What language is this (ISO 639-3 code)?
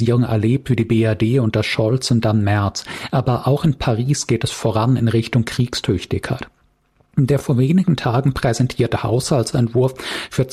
deu